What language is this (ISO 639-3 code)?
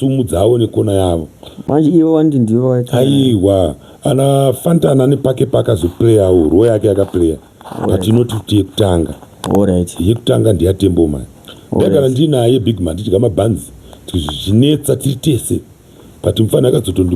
sna